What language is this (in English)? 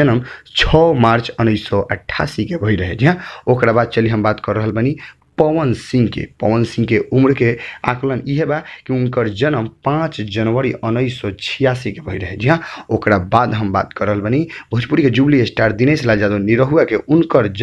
Bhojpuri